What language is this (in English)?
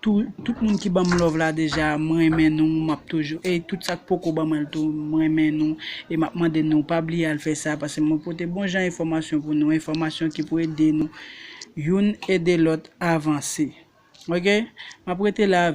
Haitian Creole